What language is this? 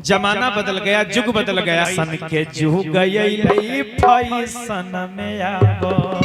Magahi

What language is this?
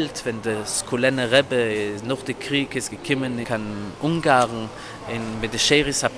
Yiddish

